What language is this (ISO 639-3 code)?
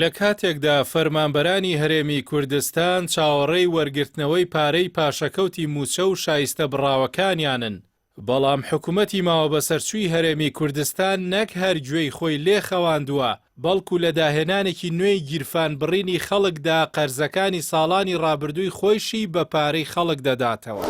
ckb